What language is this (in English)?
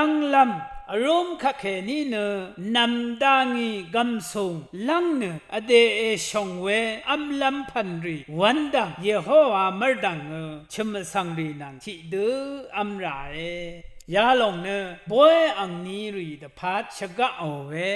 Rawang